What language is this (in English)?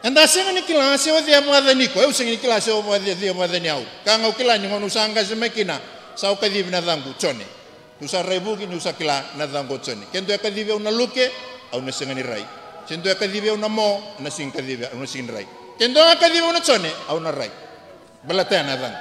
Fijian